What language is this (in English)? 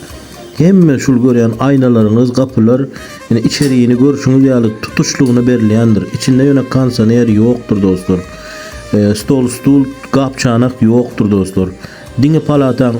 Turkmen